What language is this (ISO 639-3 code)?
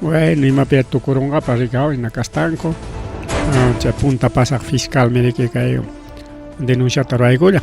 quy